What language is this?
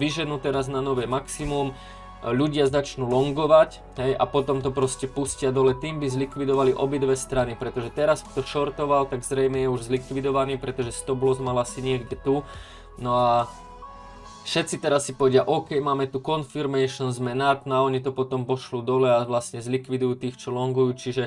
Slovak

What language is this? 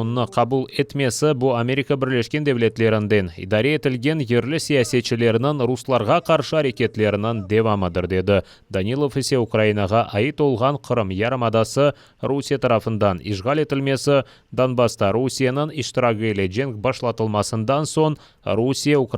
Crimean Tatar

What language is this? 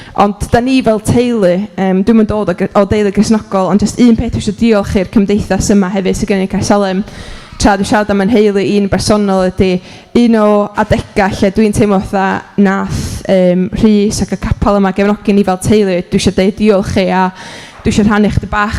Welsh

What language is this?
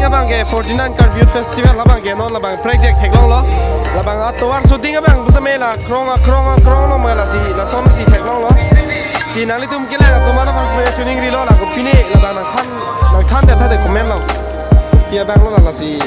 Karbi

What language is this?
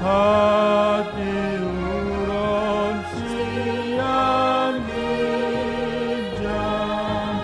Batak Toba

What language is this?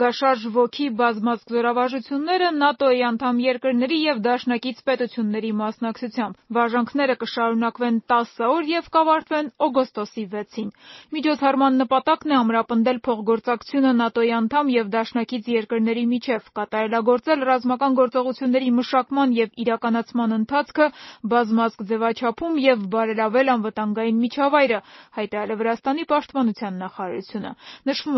Armenian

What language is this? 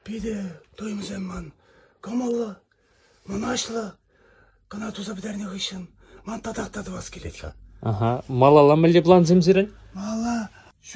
Chuvash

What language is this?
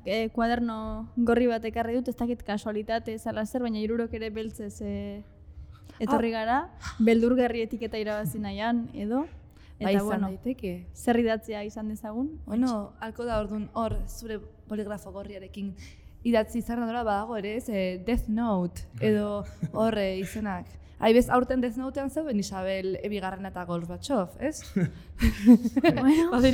Basque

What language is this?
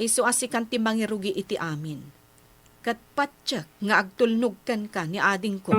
Iloko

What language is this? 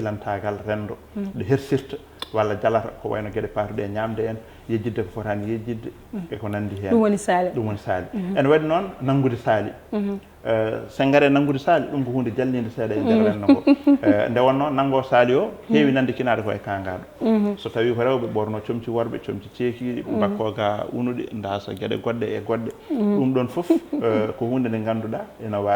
Fula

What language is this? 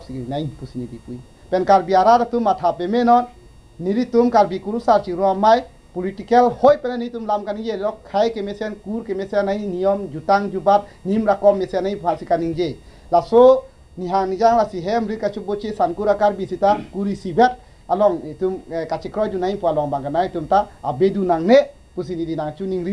Karbi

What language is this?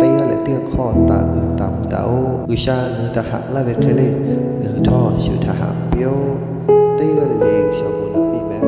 Lahu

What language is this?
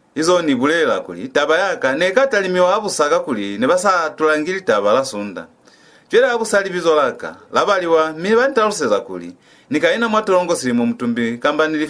Lozi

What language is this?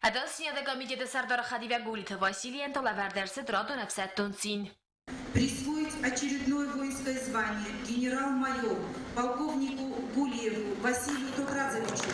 Ossetic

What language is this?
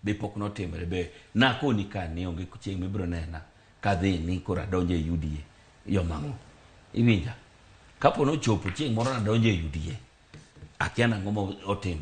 Luo (Kenya and Tanzania)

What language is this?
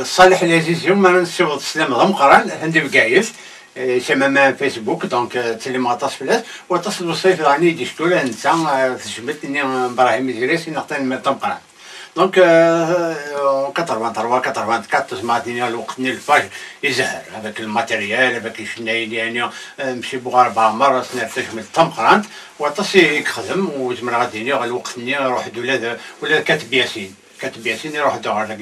Kabyle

